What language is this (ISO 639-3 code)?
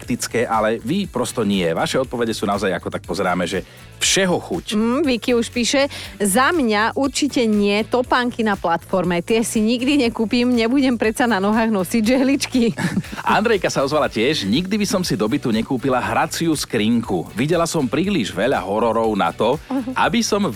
slk